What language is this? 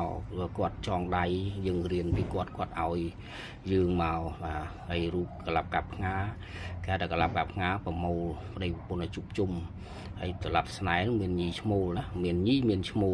Khmer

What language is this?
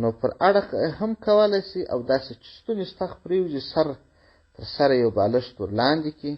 Pashto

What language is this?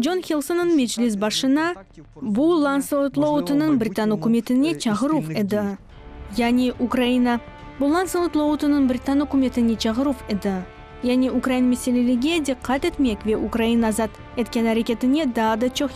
Crimean Tatar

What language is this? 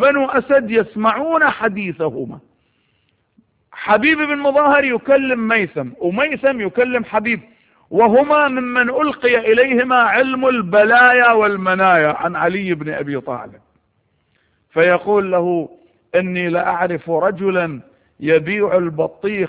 Arabic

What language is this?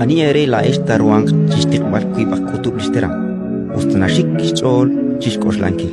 Kekchí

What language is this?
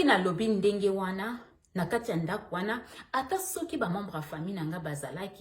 Lingala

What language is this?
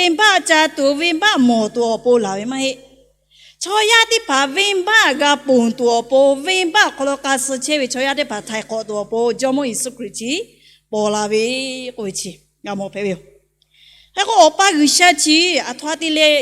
Lahu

